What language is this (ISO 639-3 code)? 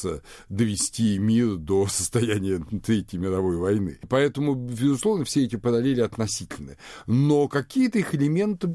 rus